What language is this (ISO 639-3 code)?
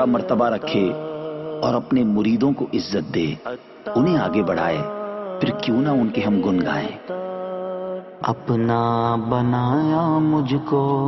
urd